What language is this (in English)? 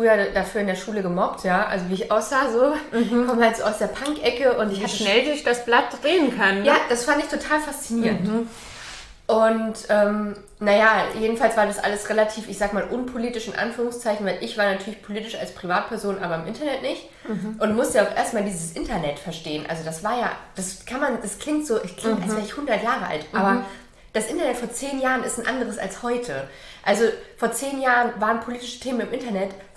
German